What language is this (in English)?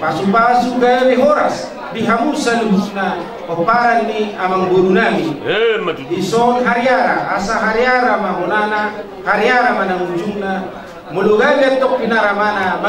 Batak Toba